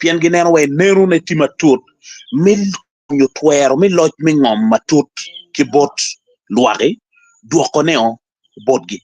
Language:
Acoli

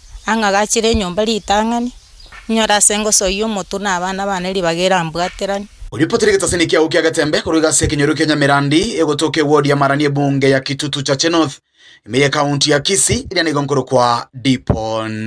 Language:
Gusii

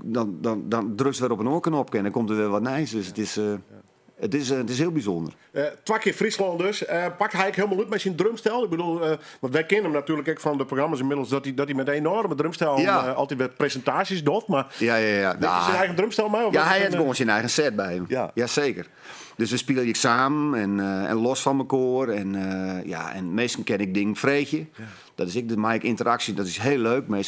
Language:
Western Frisian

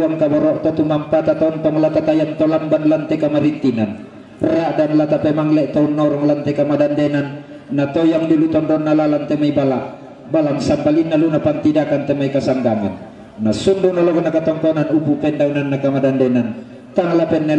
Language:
Toraja-Sa'dan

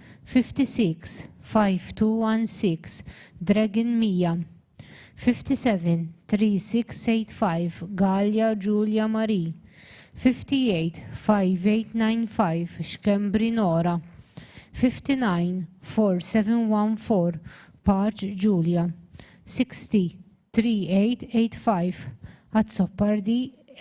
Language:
English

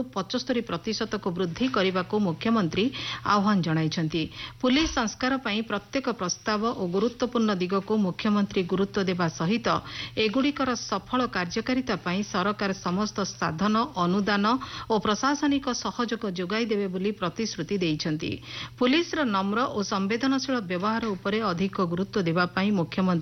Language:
Odia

